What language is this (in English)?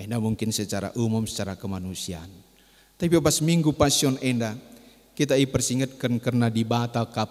Batak Karo